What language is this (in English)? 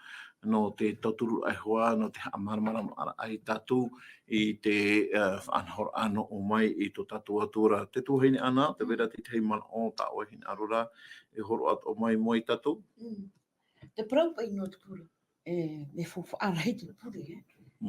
Tahitian